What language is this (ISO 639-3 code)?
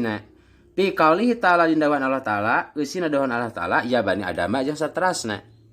sun